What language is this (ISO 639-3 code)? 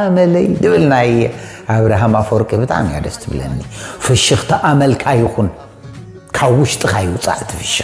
tir